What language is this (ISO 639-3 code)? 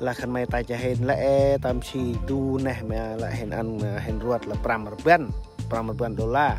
cmo